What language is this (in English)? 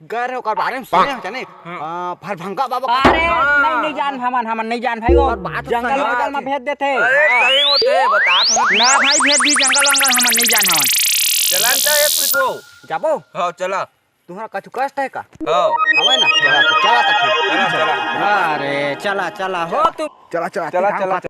Chhattisgarhi